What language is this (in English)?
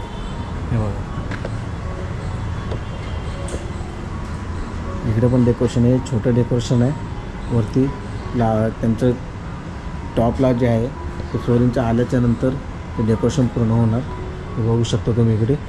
Marathi